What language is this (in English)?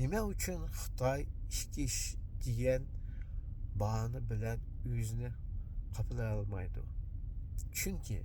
Uyghur